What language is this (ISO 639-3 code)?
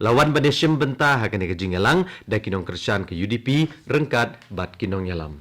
kha